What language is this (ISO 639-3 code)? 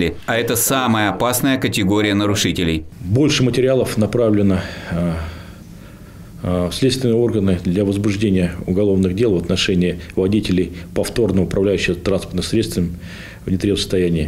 rus